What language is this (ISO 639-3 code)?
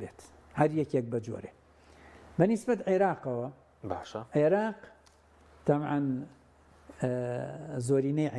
ckb